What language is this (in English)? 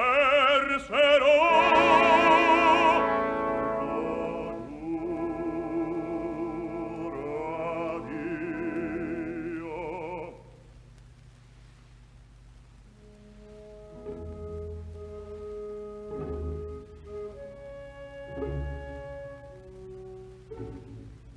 Italian